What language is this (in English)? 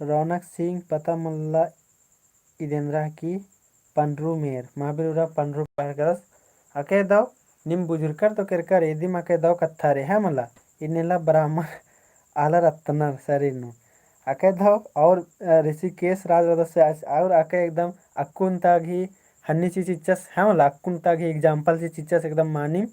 Kurukh